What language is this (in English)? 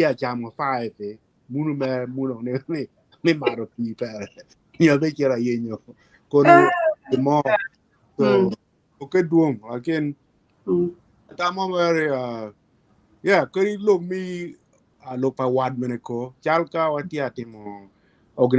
Acoli